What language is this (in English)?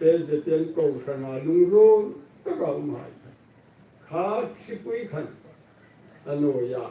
Hmar